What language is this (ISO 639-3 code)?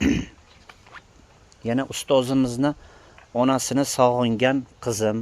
uzb